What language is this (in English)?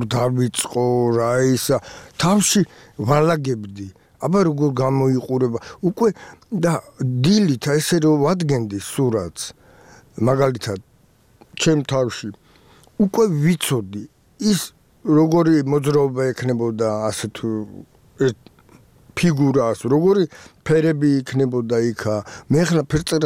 Georgian